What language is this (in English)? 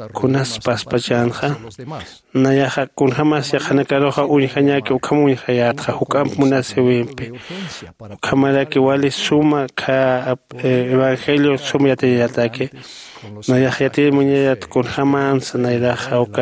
Aymara